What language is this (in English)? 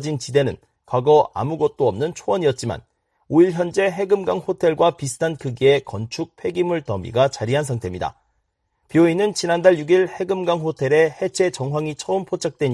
Korean